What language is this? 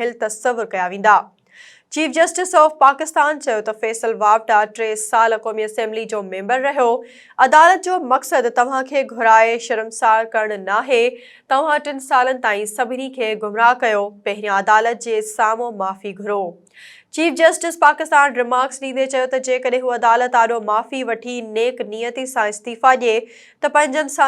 Sindhi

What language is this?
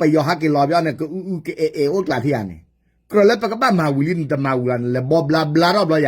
S'gaw Karen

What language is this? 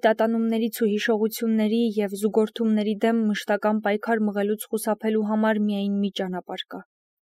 Armenian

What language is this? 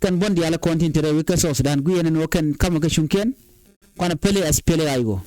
Nuer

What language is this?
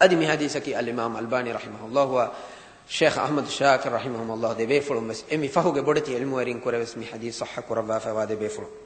Divehi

